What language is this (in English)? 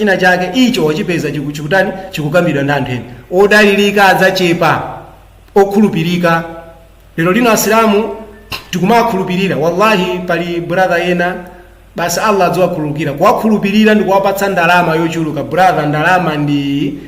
Nyanja